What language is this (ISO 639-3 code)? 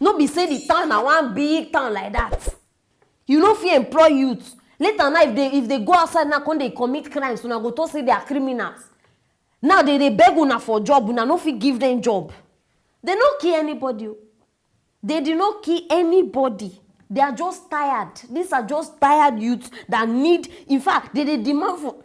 pcm